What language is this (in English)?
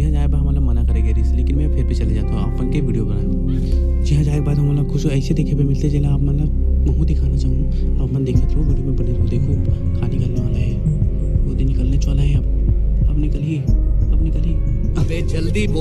Chhattisgarhi